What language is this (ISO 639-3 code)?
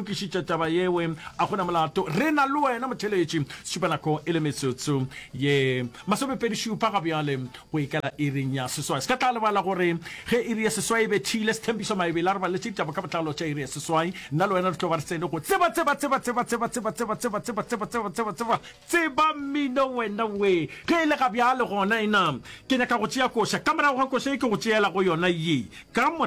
nso